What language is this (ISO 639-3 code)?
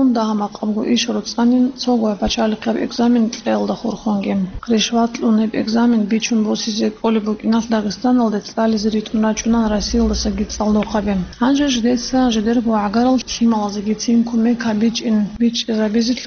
ava